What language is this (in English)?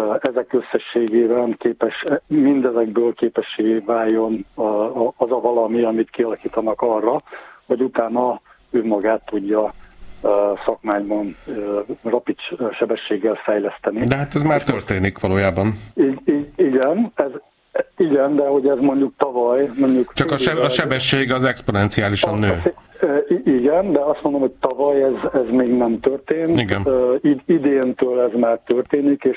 Hungarian